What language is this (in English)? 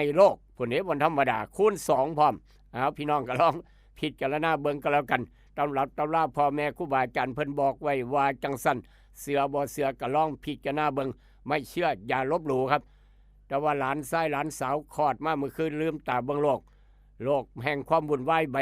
Lao